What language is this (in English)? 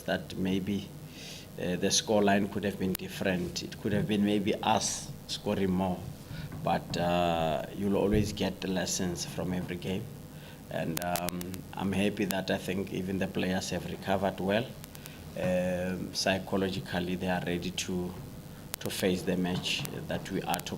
Tswana